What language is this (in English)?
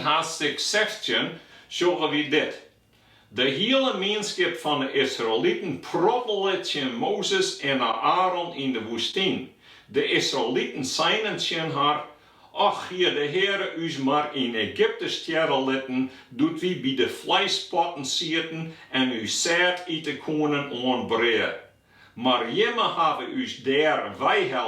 Western Frisian